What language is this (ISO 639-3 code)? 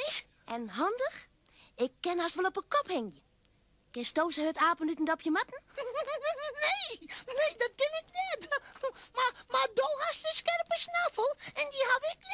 fry